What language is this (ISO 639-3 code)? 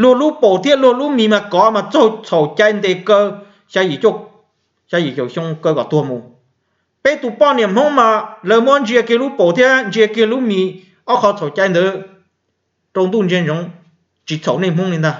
hmn